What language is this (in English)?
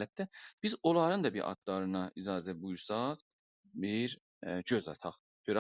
South Azerbaijani